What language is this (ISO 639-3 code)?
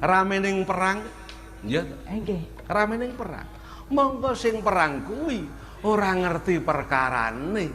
jav